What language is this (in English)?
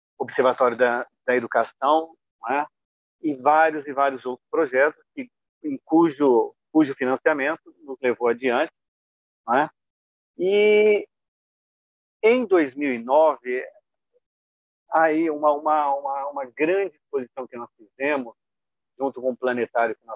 Portuguese